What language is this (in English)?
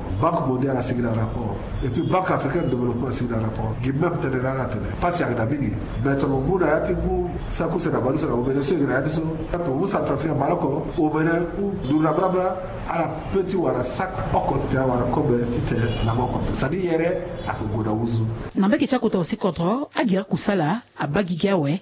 Sango